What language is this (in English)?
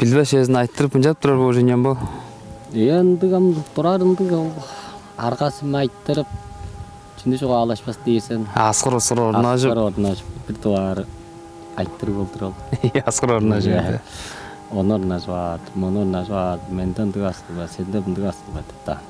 Tuvinian